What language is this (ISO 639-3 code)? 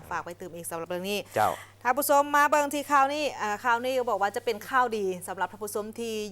lao